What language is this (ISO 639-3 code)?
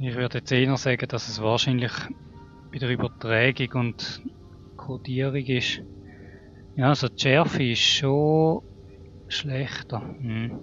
gsw